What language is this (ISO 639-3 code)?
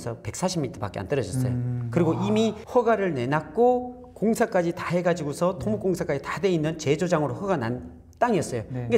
kor